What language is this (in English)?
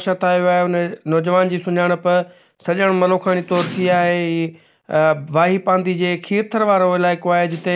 Sindhi